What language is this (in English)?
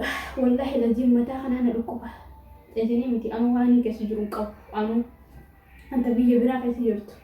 Oromo